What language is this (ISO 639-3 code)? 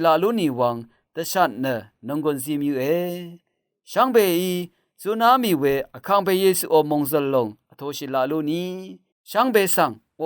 raw